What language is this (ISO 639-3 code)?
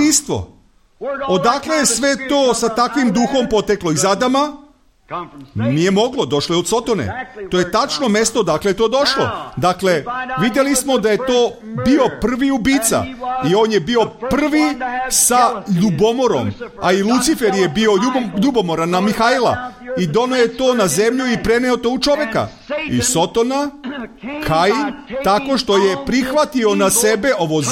srp